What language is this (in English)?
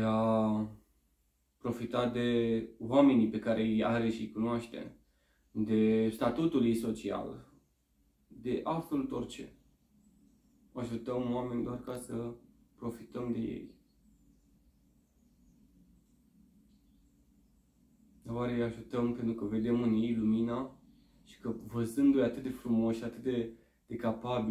Romanian